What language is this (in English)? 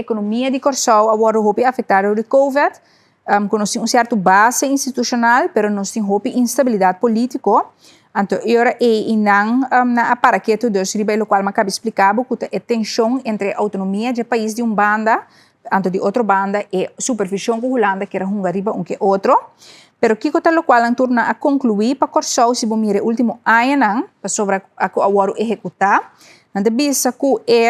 Papiamento